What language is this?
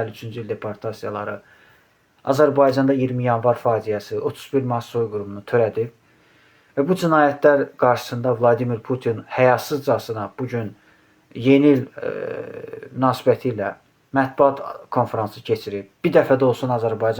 Azerbaijani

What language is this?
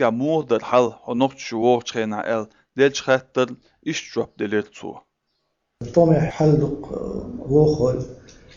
Chechen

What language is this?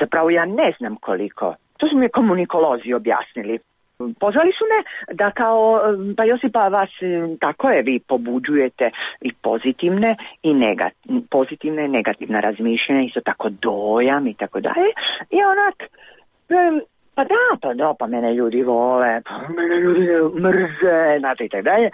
Croatian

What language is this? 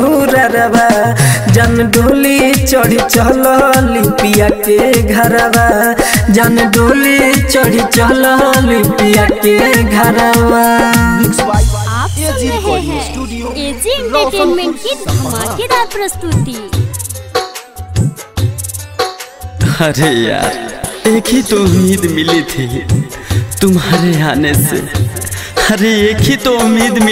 Bhojpuri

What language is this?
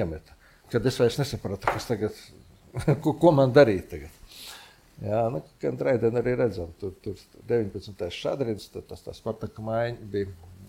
Latvian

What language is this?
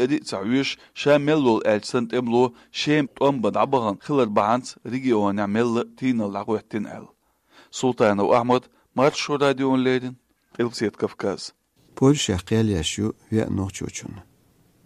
Chechen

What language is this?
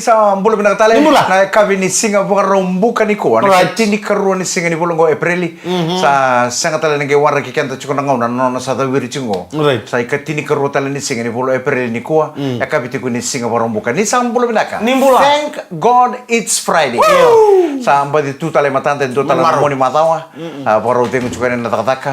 Fijian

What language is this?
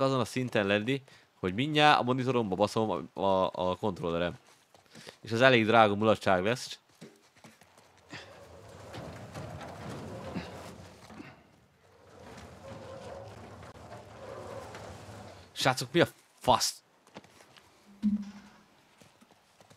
Hungarian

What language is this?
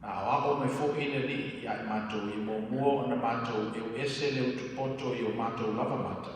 Samoan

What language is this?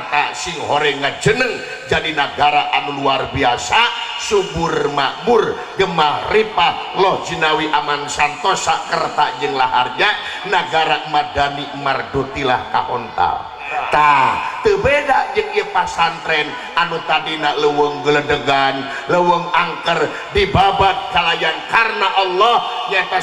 Sundanese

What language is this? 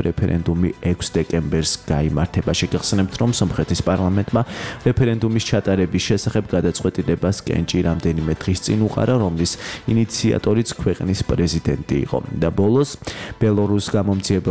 Georgian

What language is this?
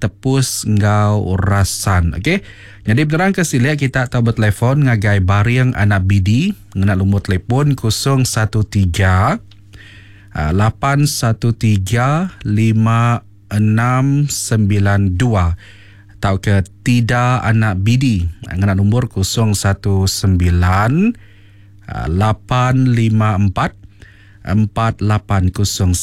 Iban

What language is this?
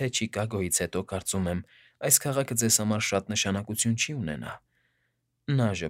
Armenian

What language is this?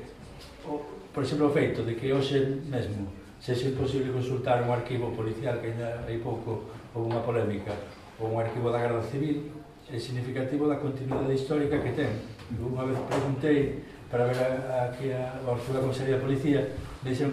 Galician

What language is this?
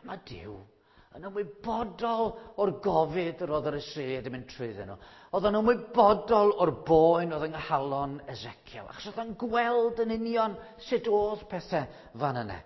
Welsh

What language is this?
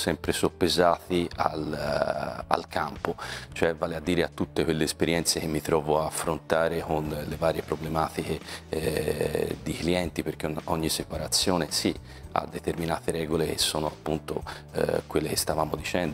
Italian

